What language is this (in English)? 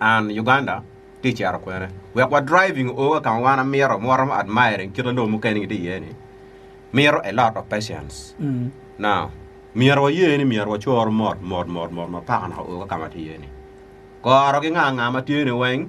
Acoli